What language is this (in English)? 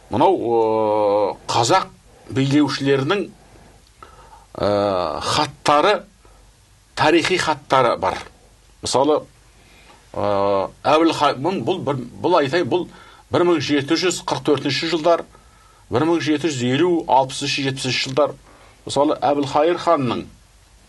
Kazakh